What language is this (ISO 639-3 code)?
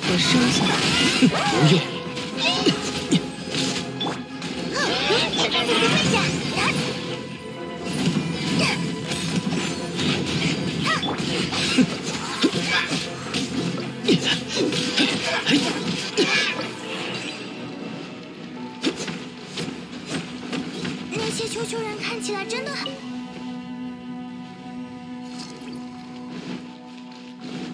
zho